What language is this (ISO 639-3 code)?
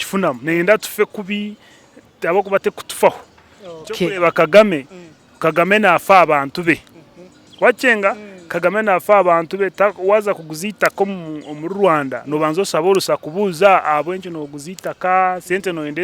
nyn